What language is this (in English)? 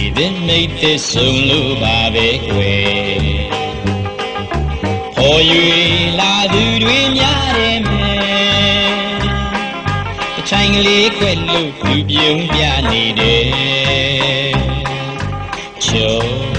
Burmese